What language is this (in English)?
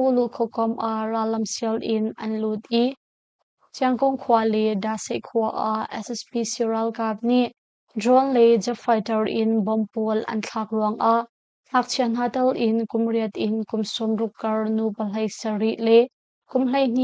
Hakha Chin